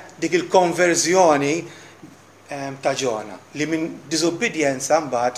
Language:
Maltese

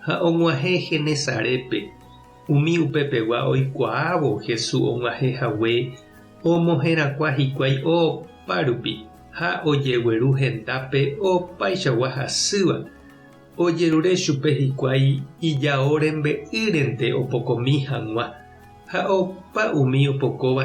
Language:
Guarani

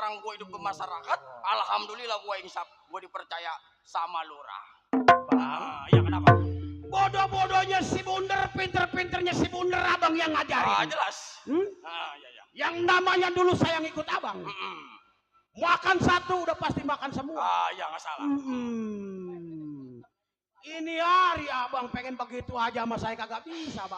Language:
Betawi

